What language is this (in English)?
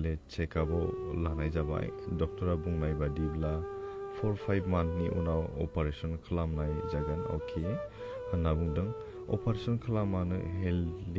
Bodo